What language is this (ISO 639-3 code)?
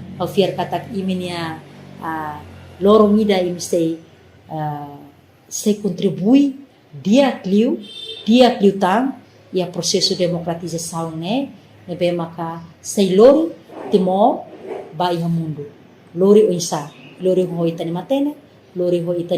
tet